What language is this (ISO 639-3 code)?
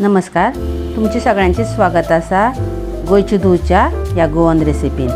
kok